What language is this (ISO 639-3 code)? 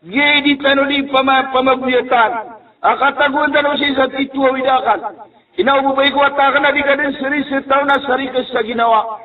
mrw